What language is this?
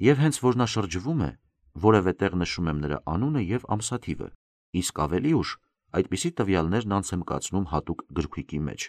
Armenian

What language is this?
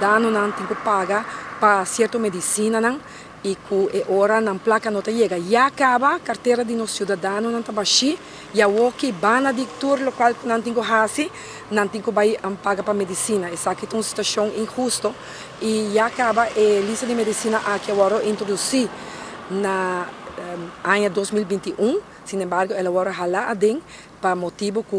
Papiamento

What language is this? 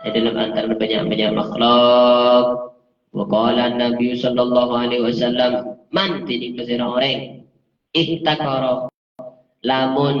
Madurese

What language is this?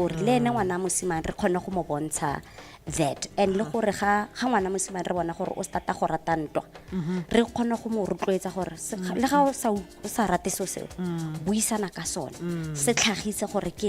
Tswana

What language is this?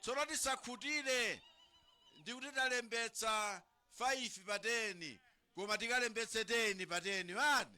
Nyanja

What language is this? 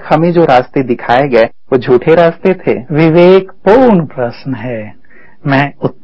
Hindi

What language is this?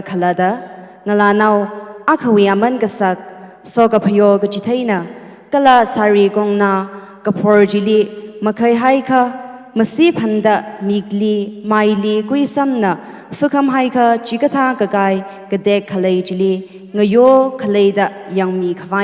Tangkhul Naga (India)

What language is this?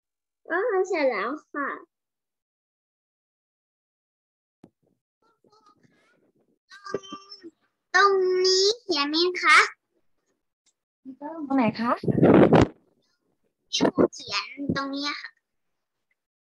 Thai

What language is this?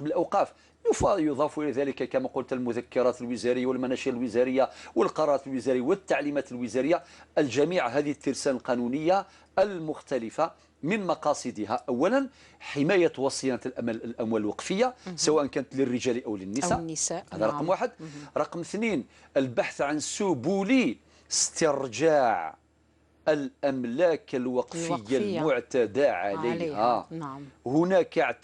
Kabyle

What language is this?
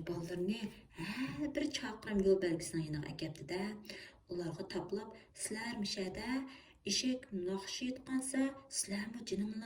Uyghur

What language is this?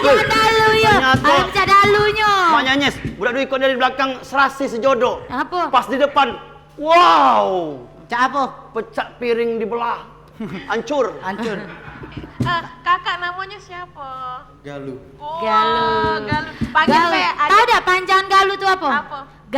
Musi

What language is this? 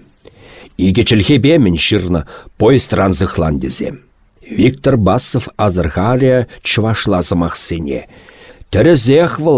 Chuvash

